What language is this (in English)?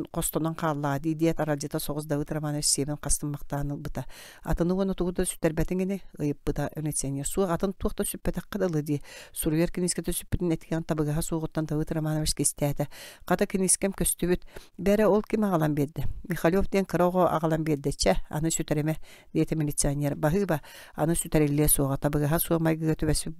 Yakut